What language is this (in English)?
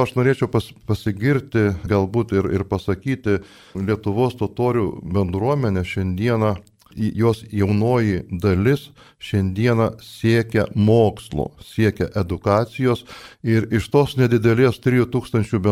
Lithuanian